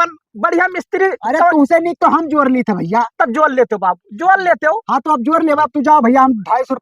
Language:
Awadhi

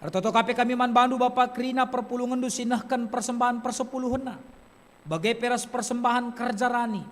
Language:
Batak Karo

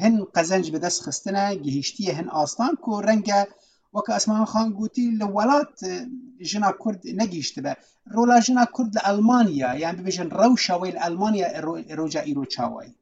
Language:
Kurdish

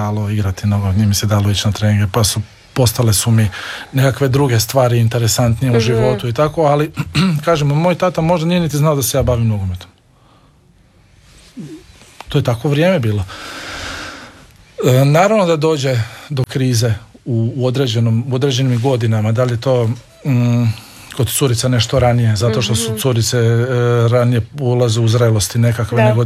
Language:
Croatian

